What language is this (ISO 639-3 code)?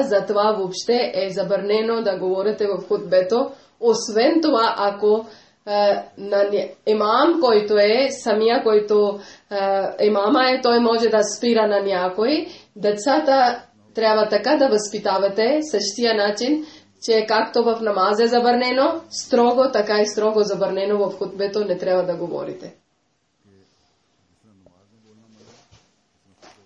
bul